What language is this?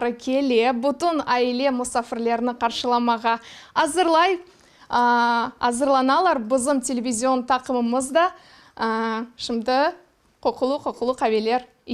Crimean Tatar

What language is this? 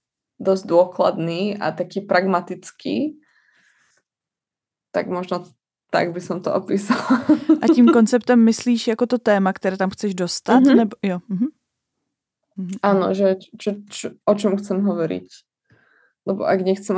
Slovak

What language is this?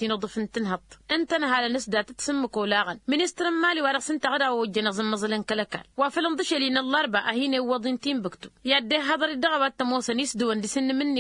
Tamasheq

